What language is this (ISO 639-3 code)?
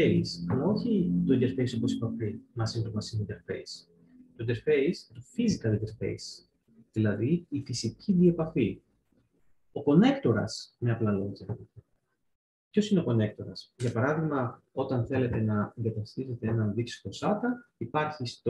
ell